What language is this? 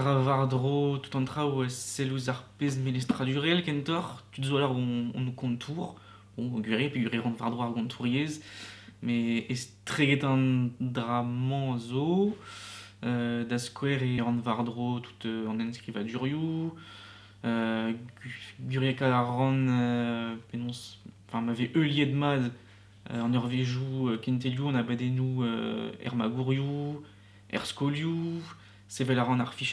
Breton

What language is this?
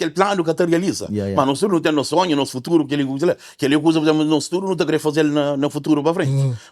Kabuverdianu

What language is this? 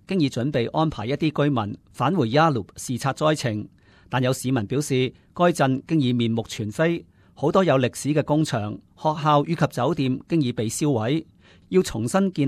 Cantonese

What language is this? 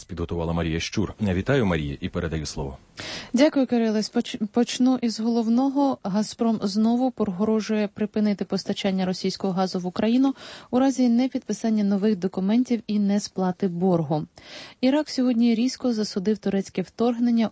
Ukrainian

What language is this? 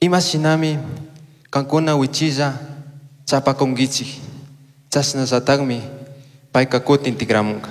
Chimborazo Highland Quichua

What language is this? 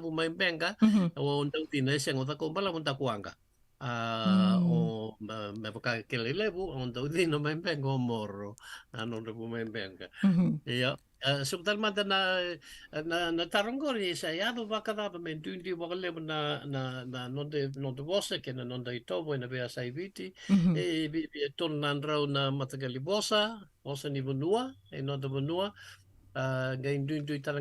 Fijian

